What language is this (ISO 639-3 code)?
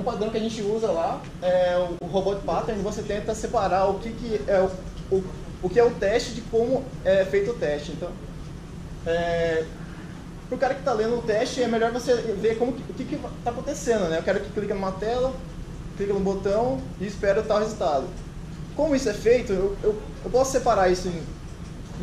por